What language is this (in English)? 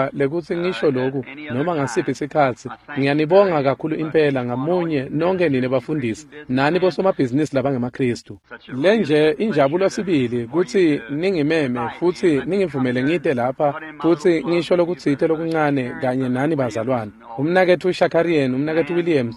Swati